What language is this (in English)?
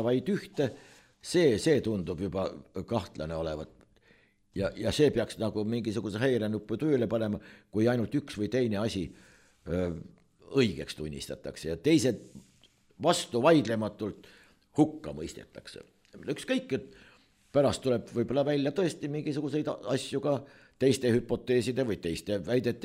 Estonian